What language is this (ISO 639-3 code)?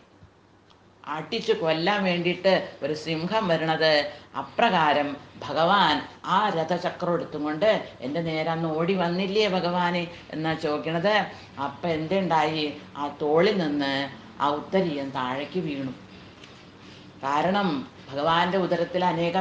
mal